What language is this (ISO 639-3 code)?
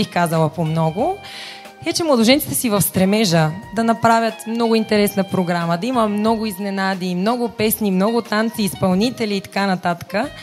bul